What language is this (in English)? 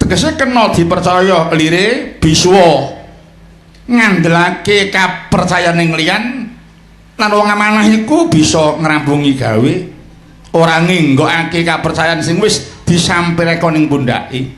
Javanese